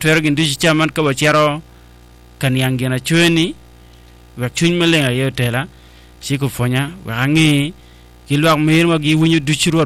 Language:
Acoli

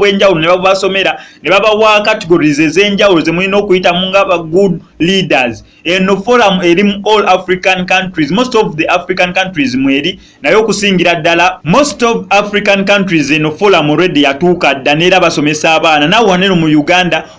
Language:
Ganda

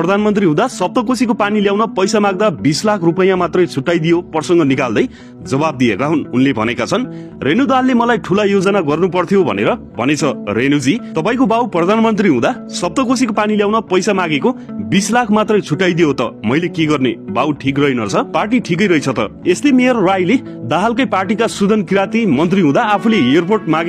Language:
Nepali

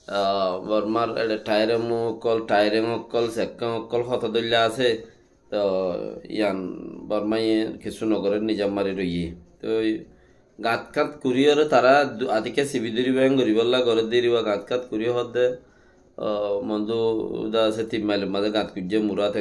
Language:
Rohingya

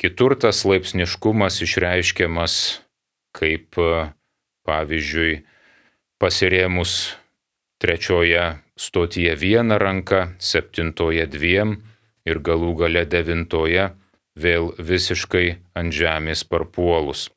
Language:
Lithuanian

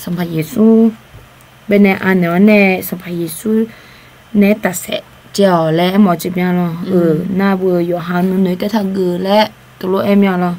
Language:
Akha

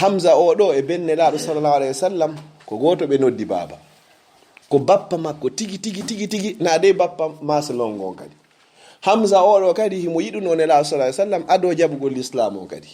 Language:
Fula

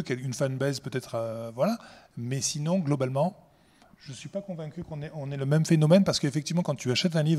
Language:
French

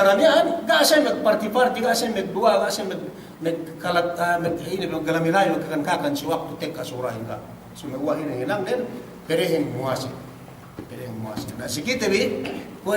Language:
Yakan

